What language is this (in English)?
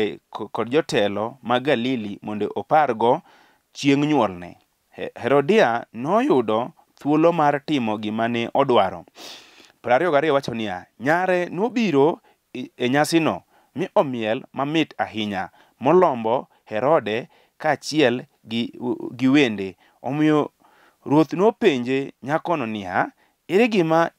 Luo (Kenya and Tanzania)